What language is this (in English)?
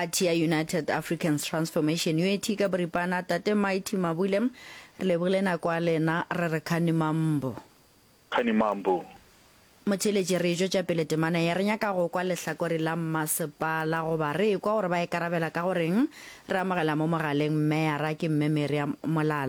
Northern Sotho